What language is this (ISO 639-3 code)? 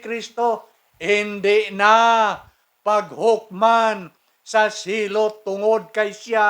hil